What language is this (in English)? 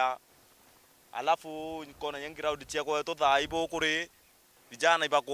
Meru